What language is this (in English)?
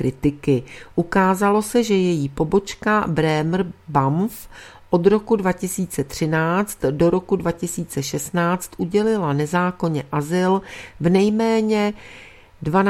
Czech